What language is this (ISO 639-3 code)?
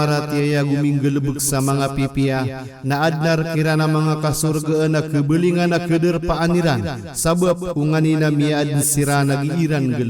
mrw